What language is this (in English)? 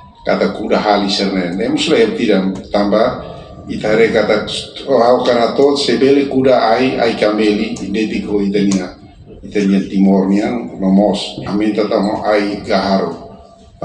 Tetum